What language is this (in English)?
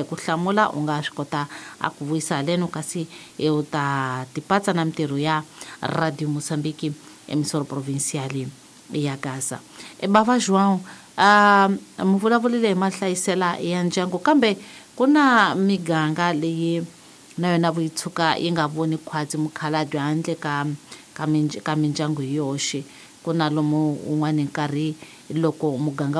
Tsonga